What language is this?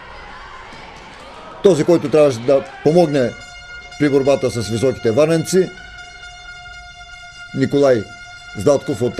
Bulgarian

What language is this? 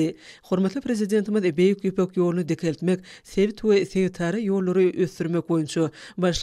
Turkmen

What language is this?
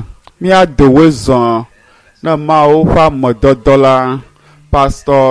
Ewe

